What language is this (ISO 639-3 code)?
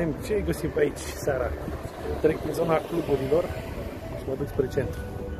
ron